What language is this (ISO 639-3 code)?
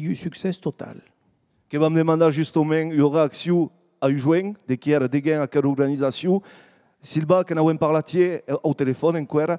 oci